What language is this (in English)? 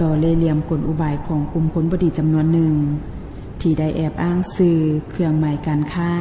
Lao